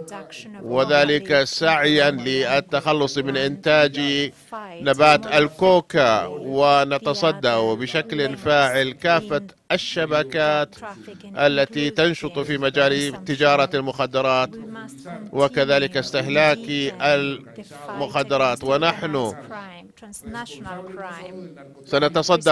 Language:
Arabic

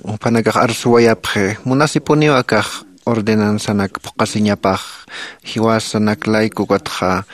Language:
Aymara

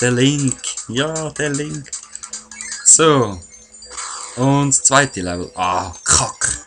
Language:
Swiss German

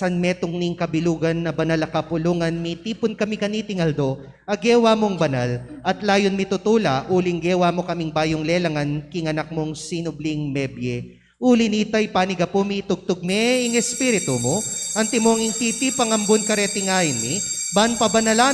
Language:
Pampanga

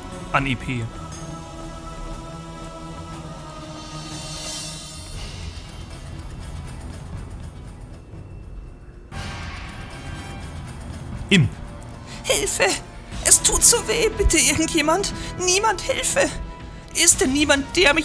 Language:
German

